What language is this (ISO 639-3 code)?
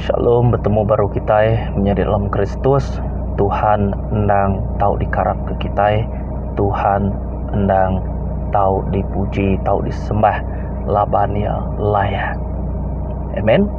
iba